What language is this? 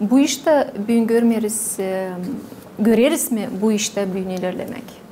Gagauz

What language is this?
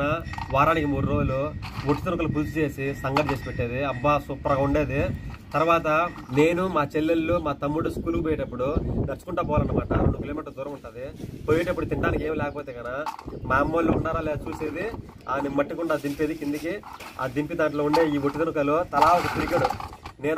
Telugu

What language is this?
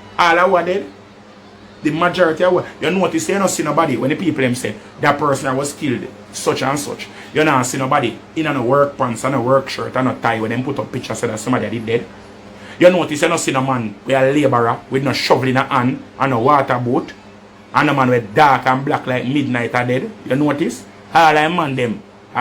Jamaican Creole English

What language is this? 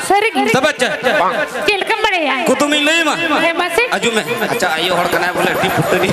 Santali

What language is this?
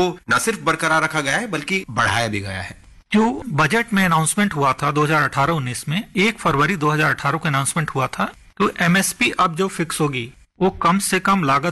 Hindi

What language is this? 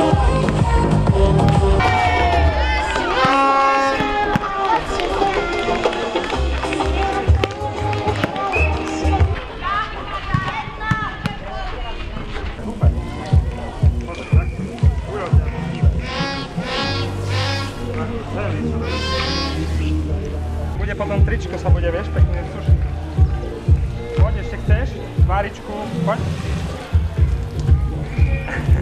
Slovak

